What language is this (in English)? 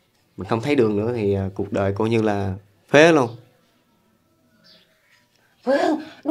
Vietnamese